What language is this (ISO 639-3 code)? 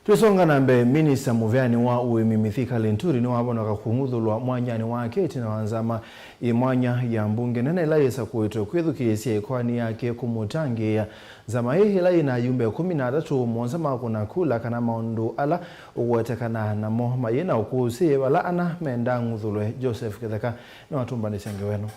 kam